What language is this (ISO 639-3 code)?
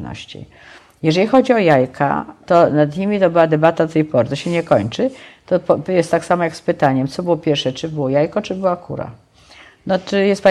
pol